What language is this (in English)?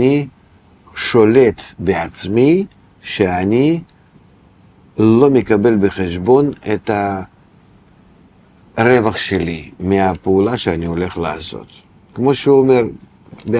Hebrew